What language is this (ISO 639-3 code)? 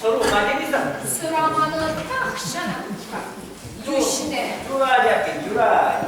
chv